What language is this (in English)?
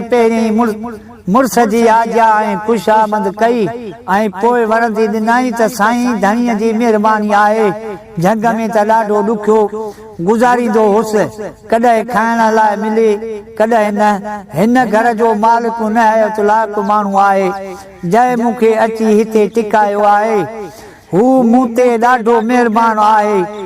Sindhi